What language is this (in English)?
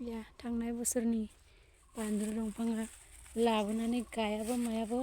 Bodo